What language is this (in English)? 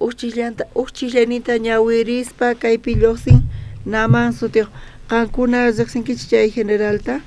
South Bolivian Quechua